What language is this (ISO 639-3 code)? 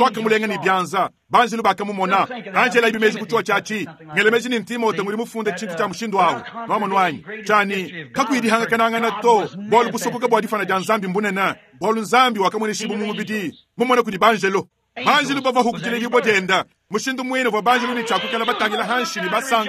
lua